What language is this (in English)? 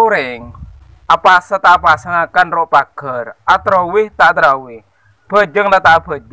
Madurese